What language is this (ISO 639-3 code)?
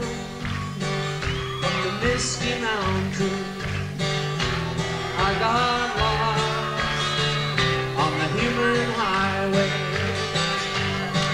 eng